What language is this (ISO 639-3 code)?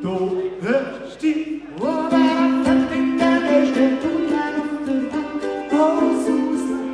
gsw